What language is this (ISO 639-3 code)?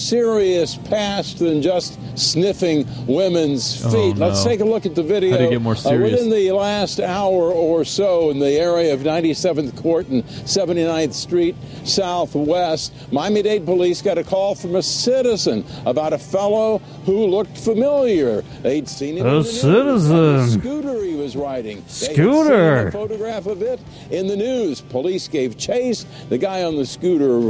eng